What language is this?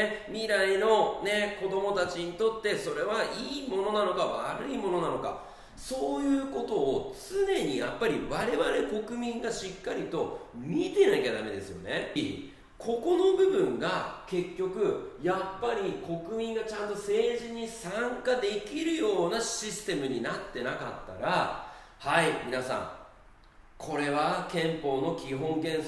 Japanese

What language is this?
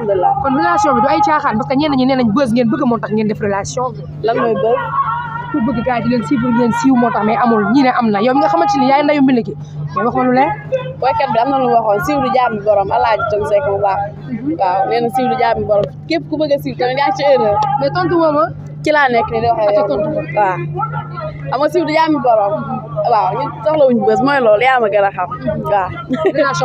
Wolof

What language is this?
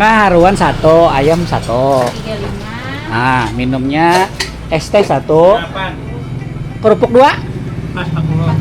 Banjar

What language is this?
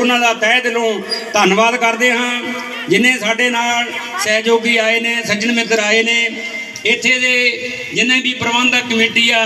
Punjabi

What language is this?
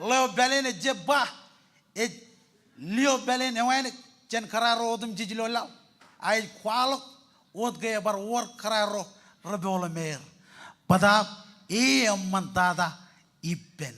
Marshallese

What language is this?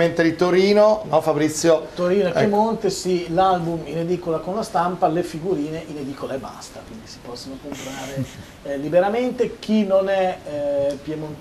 Italian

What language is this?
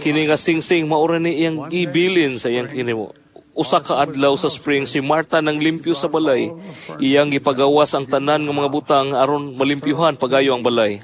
Cebuano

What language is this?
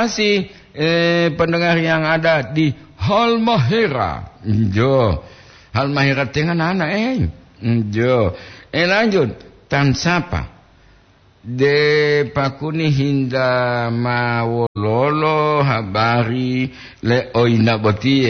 Gorontalo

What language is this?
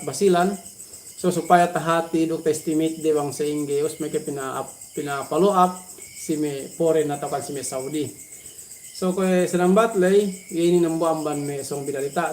Yakan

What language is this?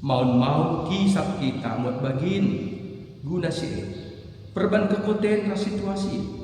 Batak Karo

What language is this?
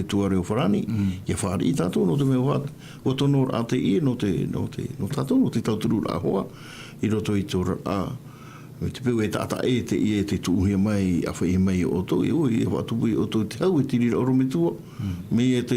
Tahitian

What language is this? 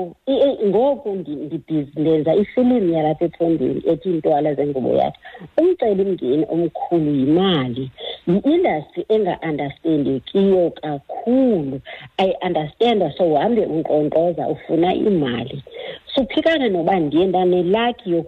Xhosa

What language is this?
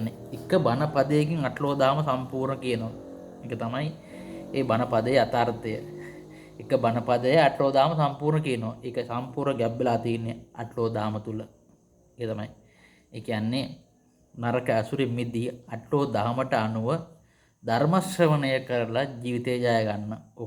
Sinhala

